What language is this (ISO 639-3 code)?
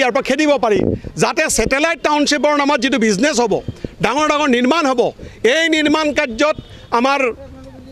asm